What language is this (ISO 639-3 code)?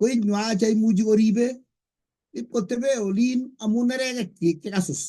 kln